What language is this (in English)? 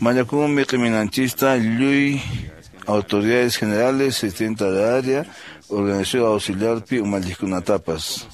Quechua